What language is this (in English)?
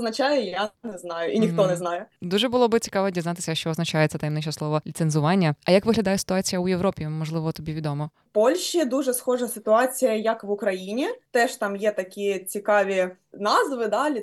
Ukrainian